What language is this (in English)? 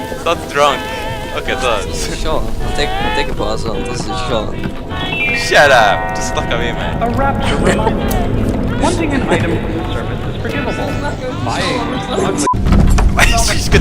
Faroese